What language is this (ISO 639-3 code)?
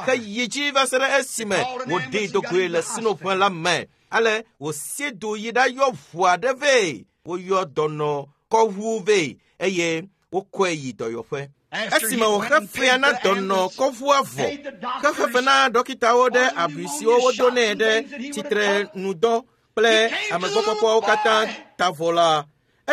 ewe